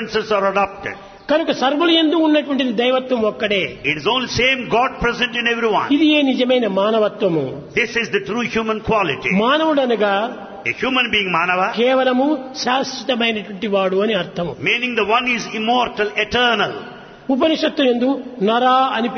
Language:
Telugu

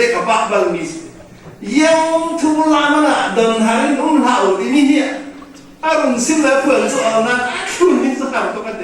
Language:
Falam Chin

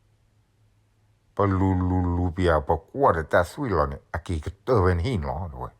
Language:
S'gaw Karen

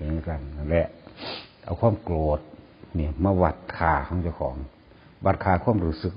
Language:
Northeastern Thai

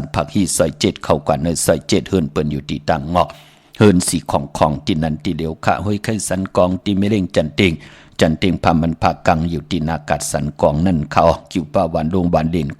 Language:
Shan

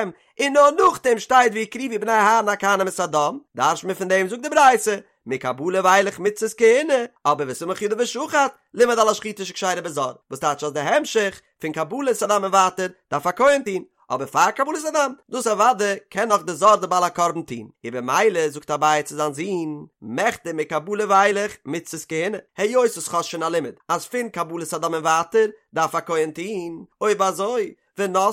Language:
Yiddish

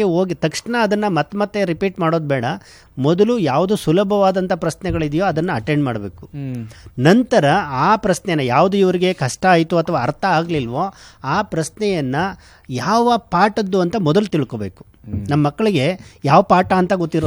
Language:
Kannada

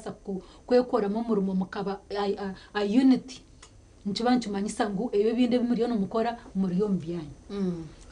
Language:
Nyankole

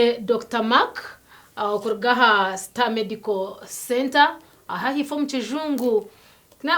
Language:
Nyankole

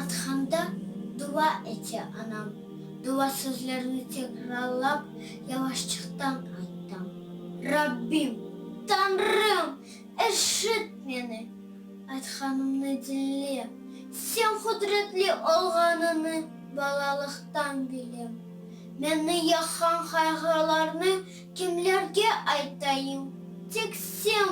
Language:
Crimean Tatar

